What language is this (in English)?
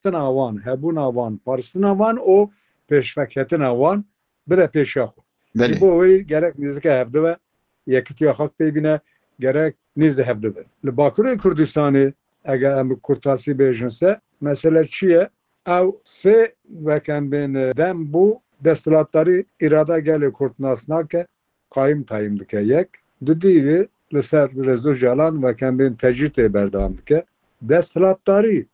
Kurdish